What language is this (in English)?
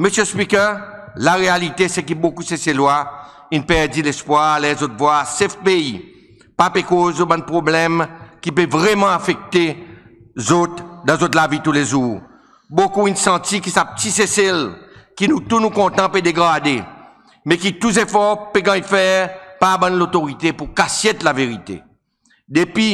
Seselwa Creole French